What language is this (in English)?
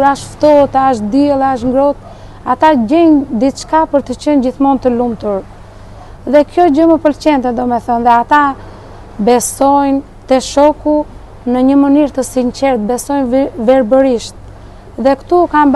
Albanian